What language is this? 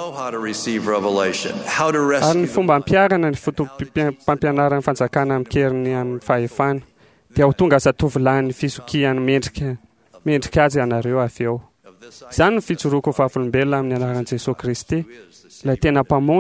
Malagasy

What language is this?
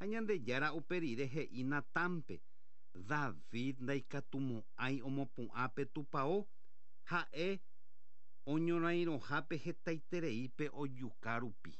Guarani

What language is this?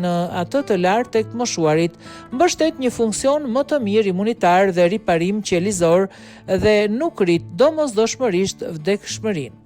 Albanian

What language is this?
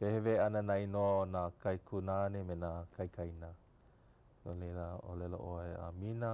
Hawaiian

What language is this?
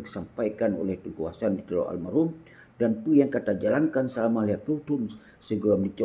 Achinese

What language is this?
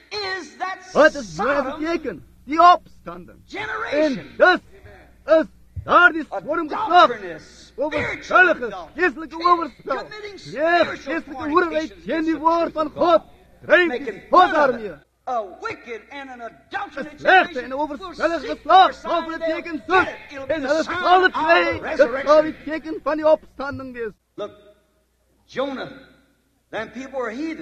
Afrikaans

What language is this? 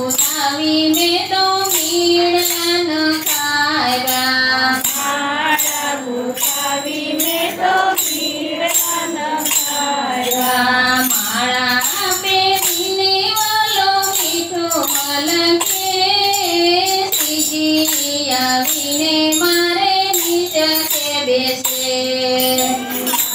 Gujarati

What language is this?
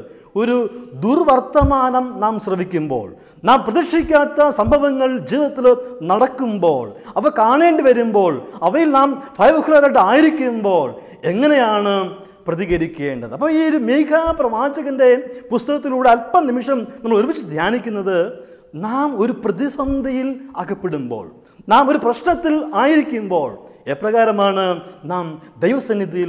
Malayalam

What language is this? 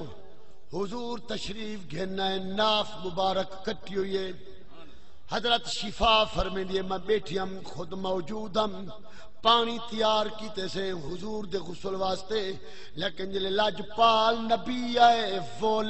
Saraiki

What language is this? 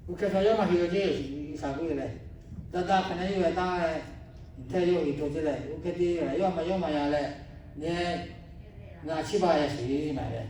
Lahu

